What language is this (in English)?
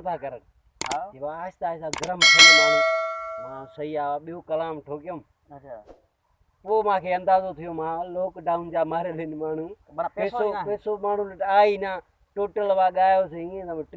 Sindhi